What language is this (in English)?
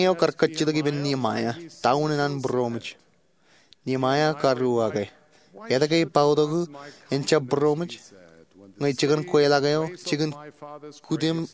Marshallese